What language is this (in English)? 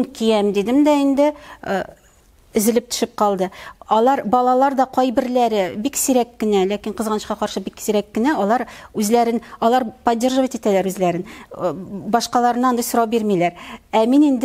Tatar